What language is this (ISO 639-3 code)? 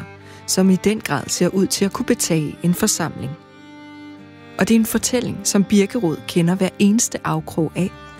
dan